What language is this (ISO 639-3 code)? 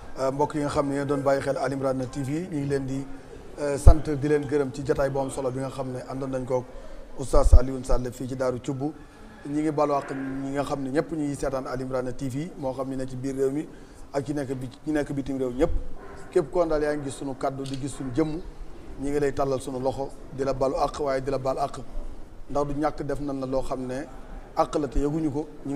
wol